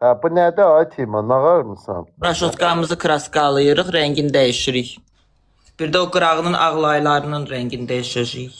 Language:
Azerbaijani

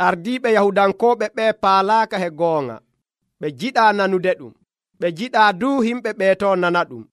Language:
Nigerian Fulfulde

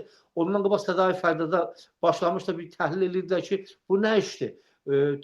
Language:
Azerbaijani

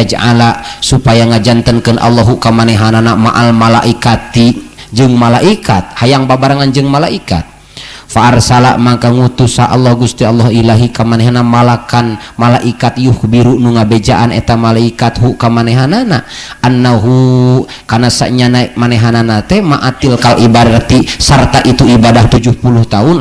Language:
Sundanese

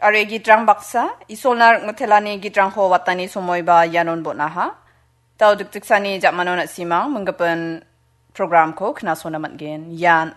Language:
Garo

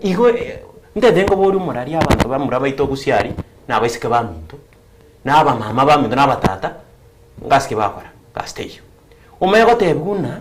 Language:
Gusii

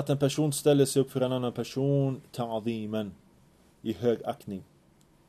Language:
Swedish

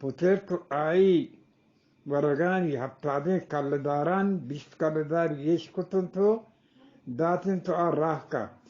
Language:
Eastern Balochi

